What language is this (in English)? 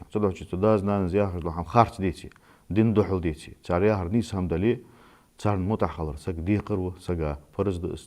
Ingush